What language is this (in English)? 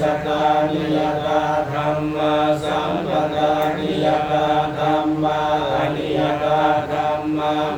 Pali